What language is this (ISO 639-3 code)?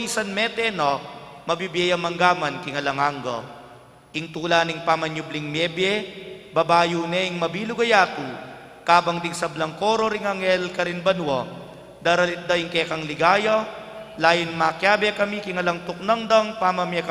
pam